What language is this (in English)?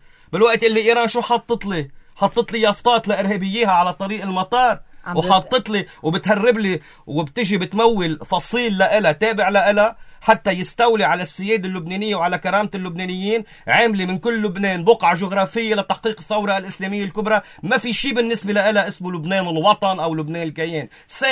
North Levantine Arabic